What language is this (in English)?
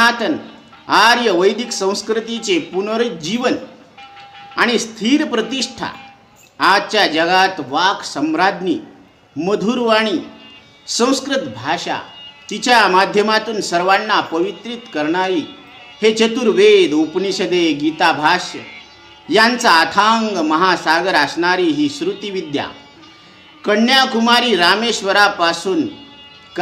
Marathi